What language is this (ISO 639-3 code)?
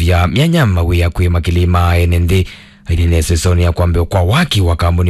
kam